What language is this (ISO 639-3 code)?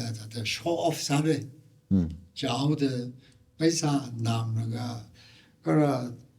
nmf